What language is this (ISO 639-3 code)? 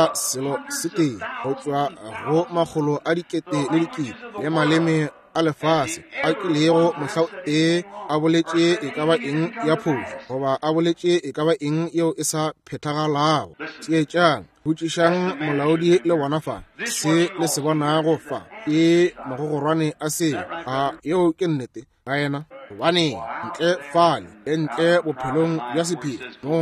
nso